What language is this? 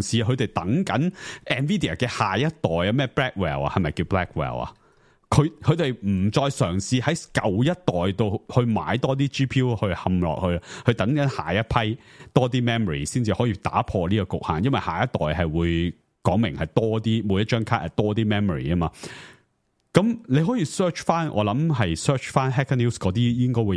Cantonese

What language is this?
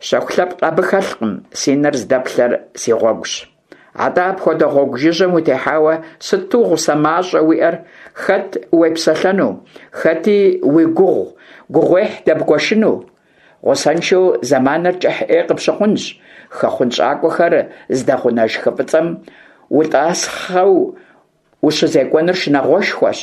Kabardian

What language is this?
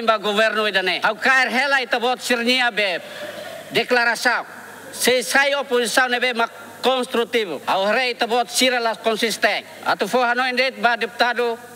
Tetum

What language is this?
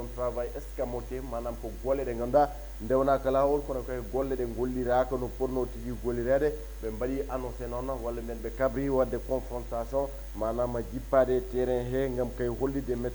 Fula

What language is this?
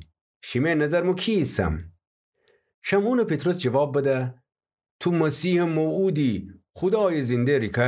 Gilaki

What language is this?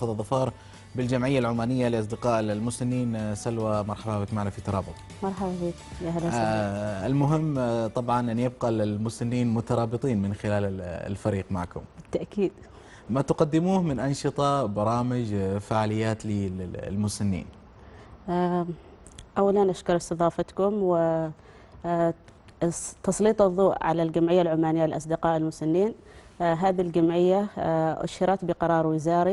Arabic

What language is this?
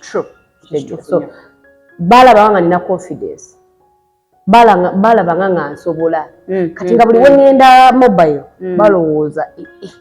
Ganda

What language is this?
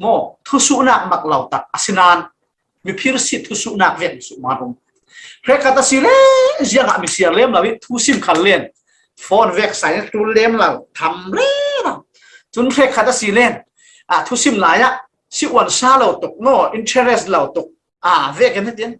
Falam Chin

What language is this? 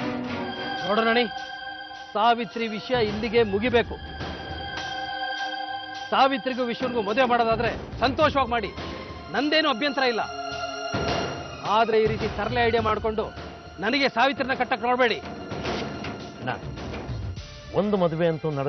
Kannada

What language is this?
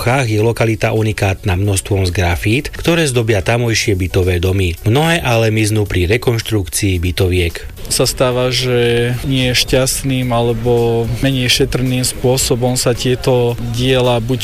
Slovak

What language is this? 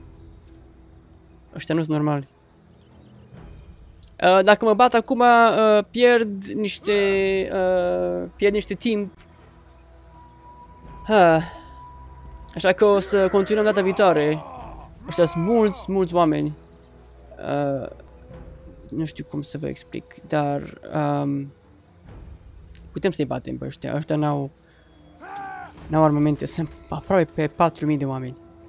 Romanian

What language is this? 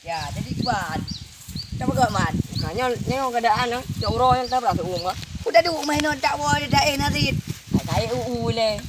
Achinese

